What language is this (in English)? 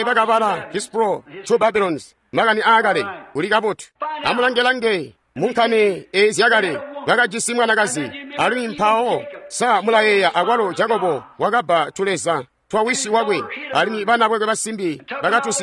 Tonga (Zambia)